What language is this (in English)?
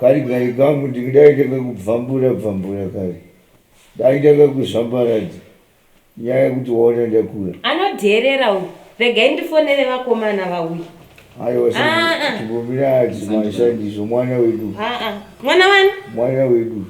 Shona